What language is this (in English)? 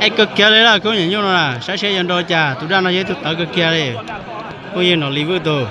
Hmong